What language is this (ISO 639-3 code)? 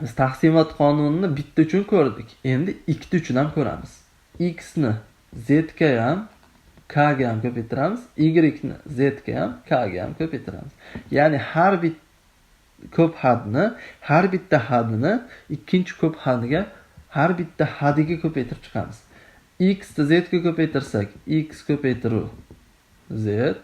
uzb